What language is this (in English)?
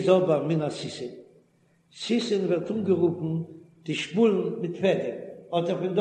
Yiddish